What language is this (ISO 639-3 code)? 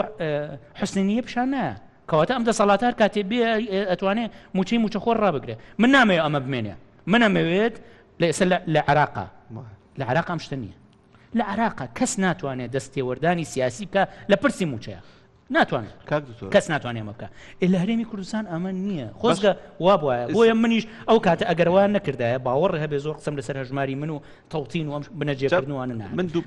ckb